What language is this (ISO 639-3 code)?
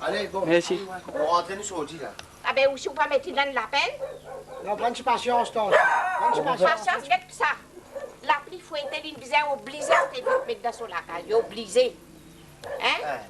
mfe